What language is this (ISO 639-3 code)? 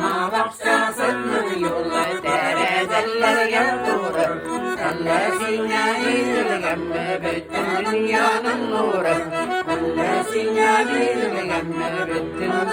tat